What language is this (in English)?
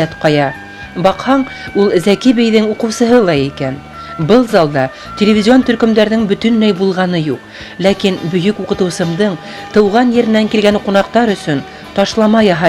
Bashkir